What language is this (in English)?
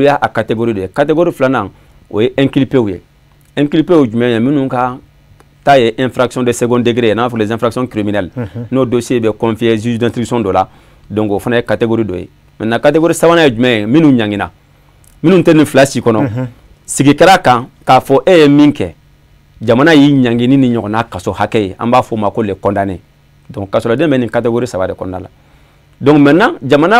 Bambara